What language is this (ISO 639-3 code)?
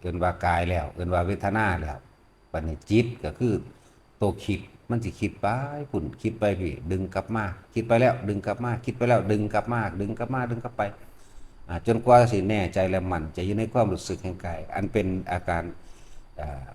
tts